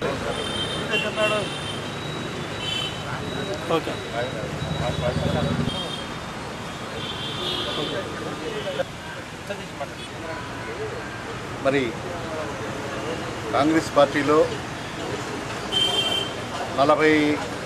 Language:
Telugu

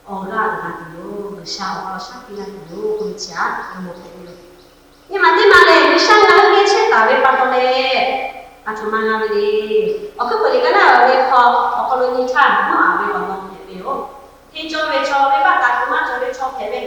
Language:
Lahu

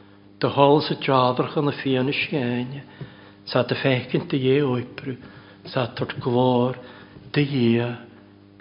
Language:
Welsh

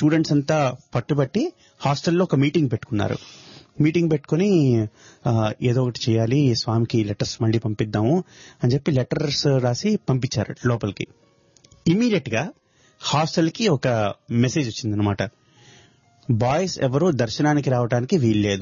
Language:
Telugu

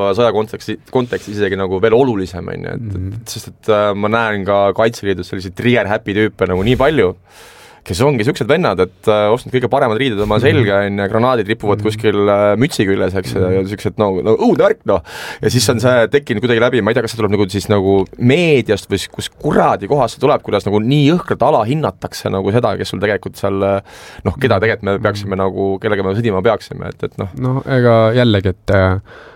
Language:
Estonian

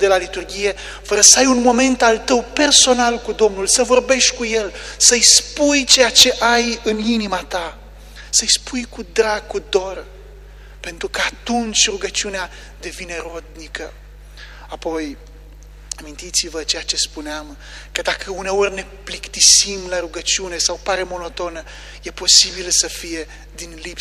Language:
Romanian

